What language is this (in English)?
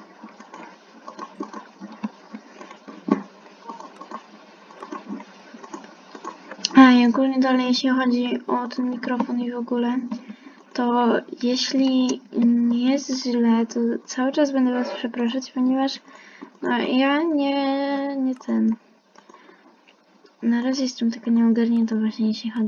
Polish